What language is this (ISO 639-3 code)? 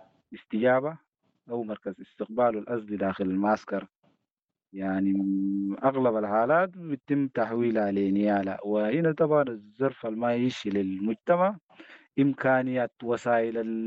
apd